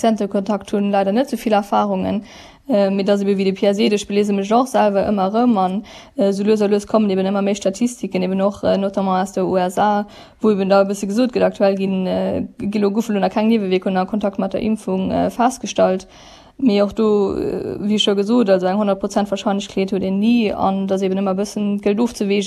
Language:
Luxembourgish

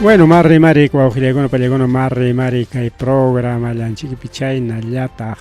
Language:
Ayacucho Quechua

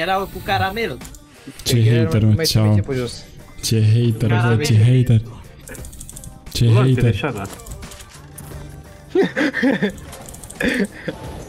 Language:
Romanian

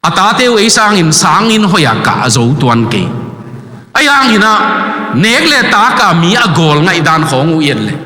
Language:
Tedim Chin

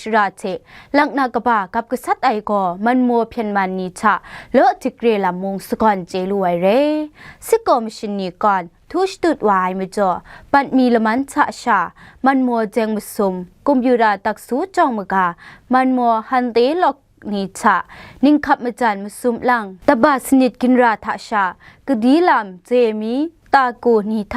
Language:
Kachin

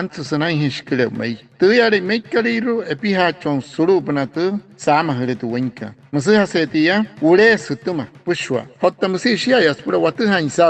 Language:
Wayuu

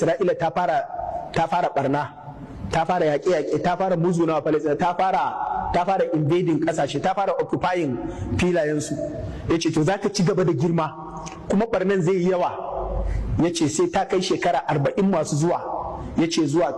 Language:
Hausa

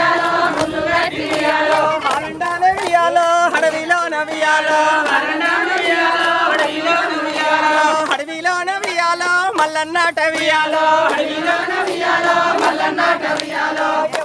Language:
Telugu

